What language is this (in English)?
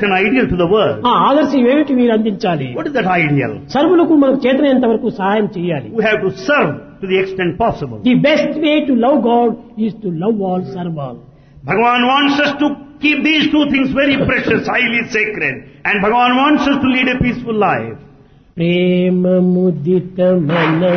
Telugu